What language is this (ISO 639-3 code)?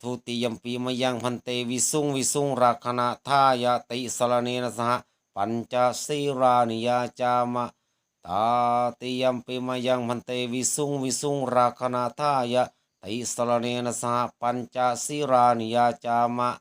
pli